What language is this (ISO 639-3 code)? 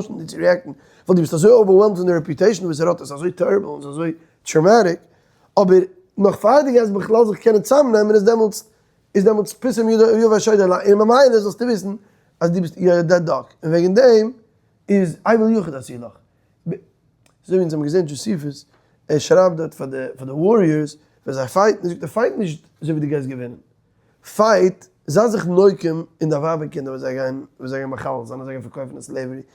yid